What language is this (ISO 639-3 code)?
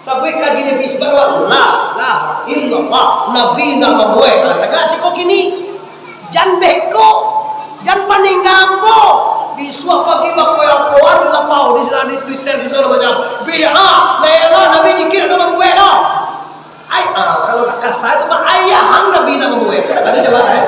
min